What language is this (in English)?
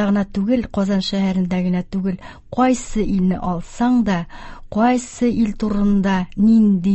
Tatar